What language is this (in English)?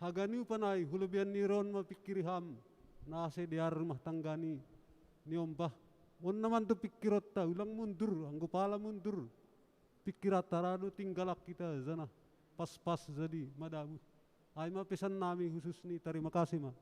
Batak Simalungun